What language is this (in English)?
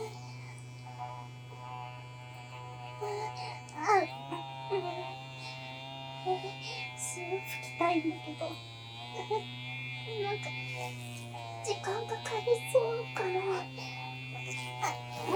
Japanese